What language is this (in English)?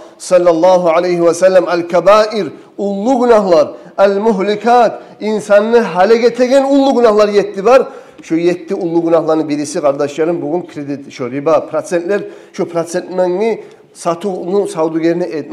Kumyk